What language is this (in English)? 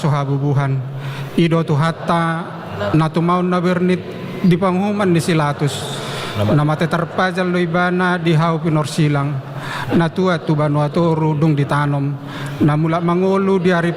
Batak Toba